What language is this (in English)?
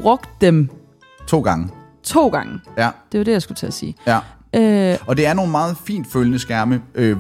Danish